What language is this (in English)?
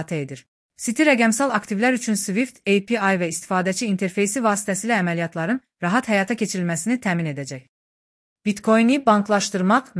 Azerbaijani